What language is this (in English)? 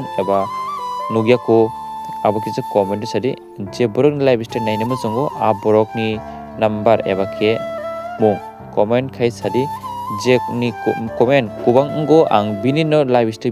Kok Borok